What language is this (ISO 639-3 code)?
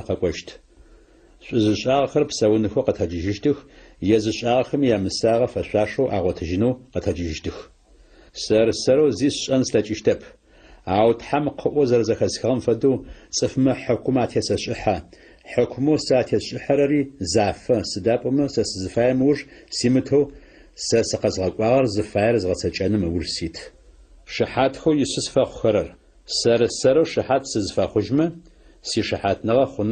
ady